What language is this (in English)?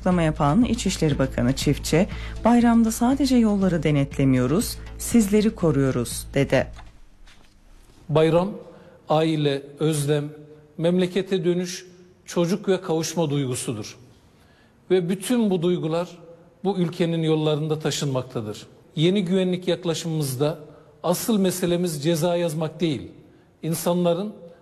Turkish